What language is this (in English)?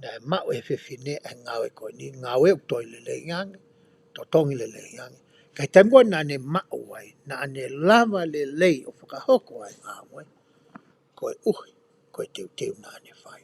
Tongan